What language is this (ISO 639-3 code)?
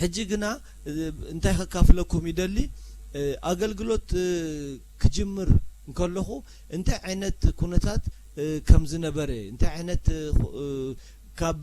tir